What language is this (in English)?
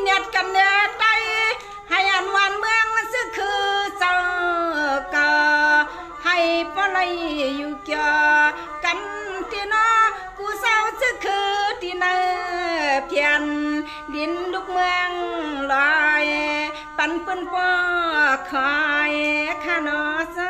Shan